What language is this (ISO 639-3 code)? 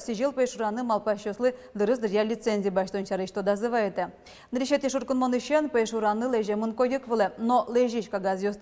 udm